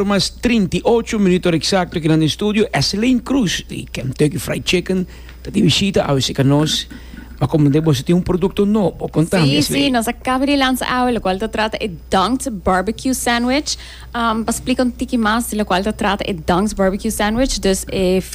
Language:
Papiamento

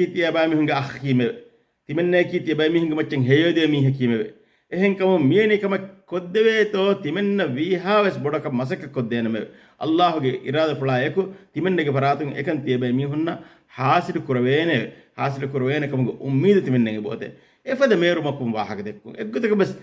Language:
Divehi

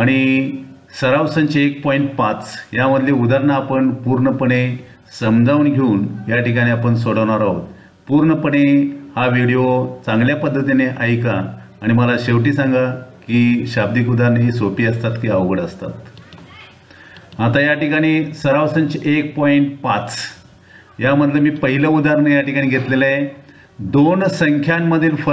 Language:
Marathi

